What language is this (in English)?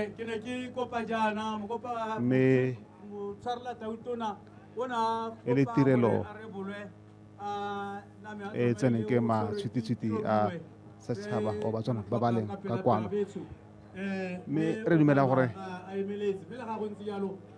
Tswana